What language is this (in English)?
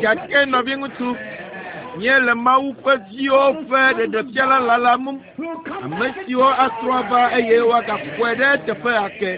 Ewe